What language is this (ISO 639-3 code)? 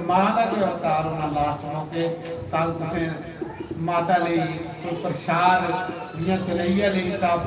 doi